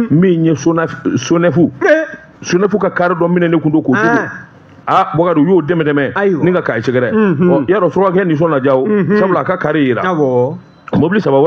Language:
Bambara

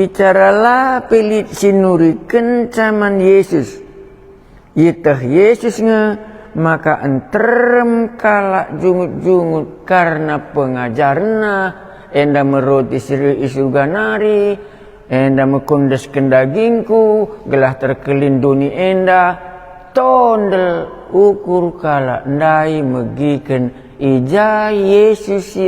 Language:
Batak Karo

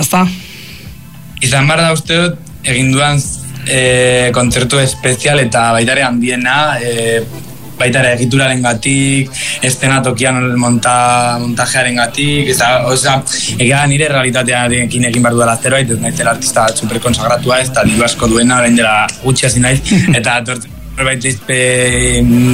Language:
Basque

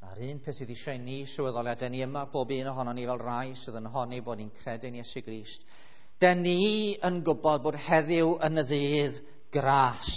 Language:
Welsh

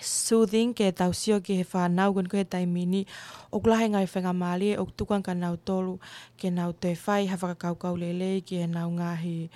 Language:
Tongan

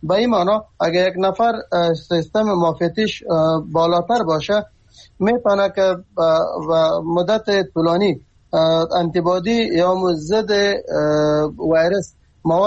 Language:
Persian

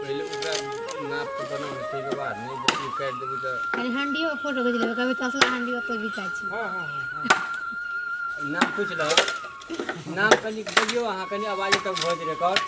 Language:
Maithili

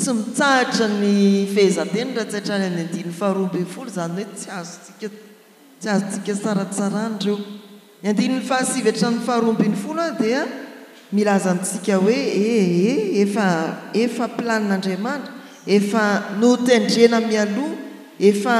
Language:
Malagasy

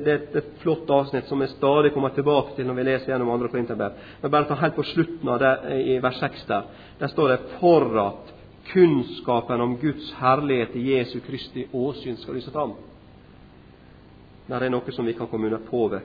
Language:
Norwegian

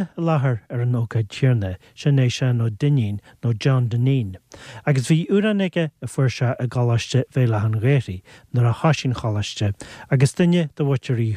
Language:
Irish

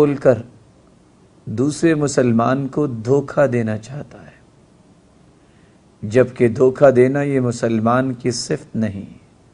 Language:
Urdu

